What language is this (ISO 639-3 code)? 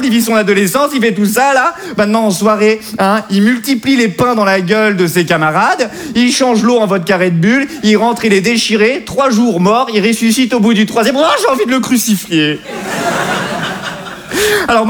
fra